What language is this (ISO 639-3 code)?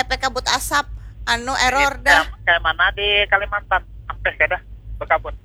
bjn